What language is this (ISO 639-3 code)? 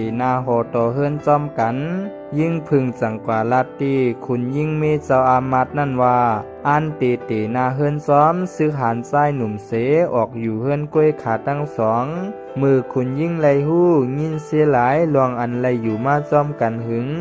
shn